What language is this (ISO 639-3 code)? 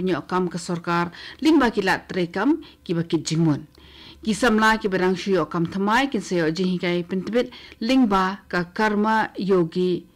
kha